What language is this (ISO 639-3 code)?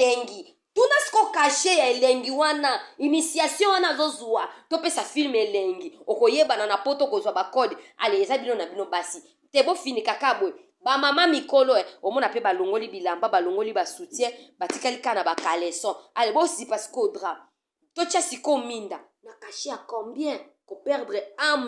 lin